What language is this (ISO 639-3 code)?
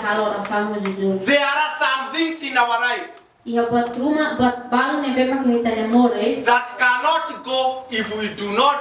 tet